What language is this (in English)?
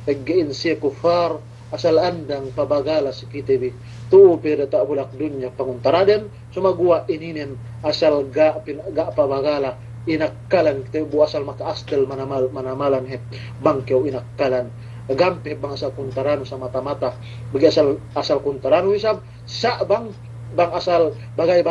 Yakan